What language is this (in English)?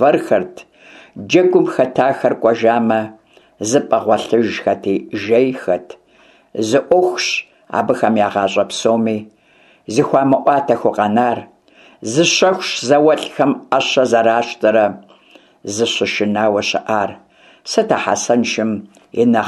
Kabardian